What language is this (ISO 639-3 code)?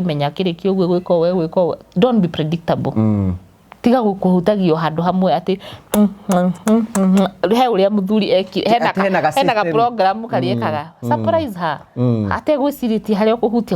kik